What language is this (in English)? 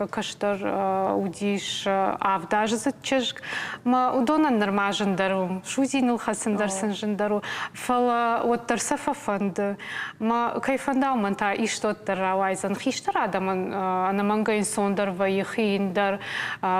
Ossetic